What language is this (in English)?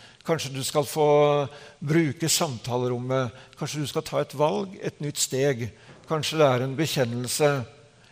Norwegian